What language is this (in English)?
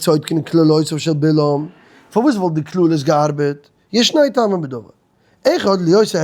Yiddish